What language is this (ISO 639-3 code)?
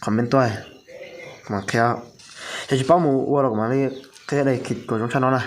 hmn